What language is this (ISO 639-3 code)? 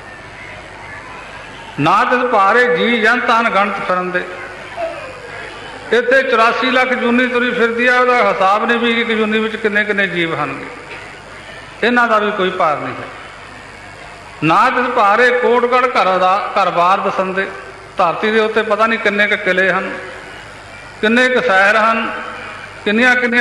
pan